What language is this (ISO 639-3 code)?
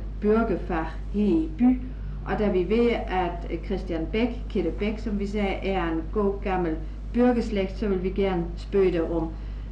dan